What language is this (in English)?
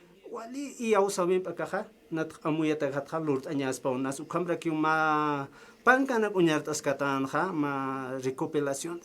Aymara